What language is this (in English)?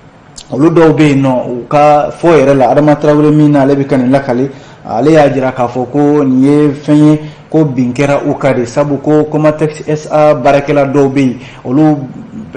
Bambara